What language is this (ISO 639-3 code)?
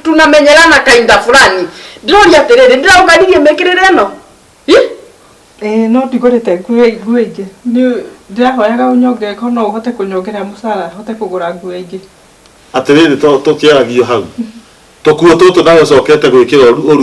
kik